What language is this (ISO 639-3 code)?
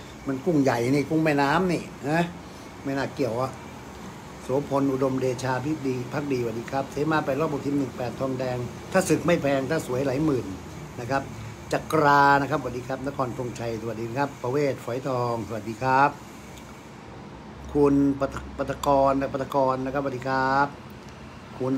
tha